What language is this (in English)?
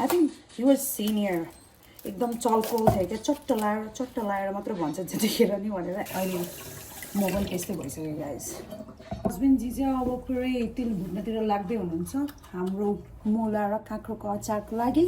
Nepali